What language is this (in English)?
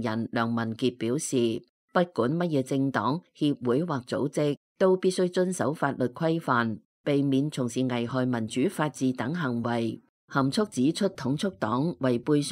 Cantonese